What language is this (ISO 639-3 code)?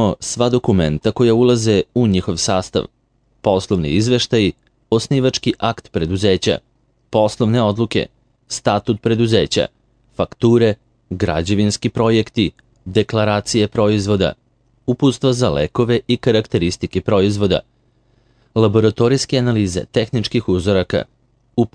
srp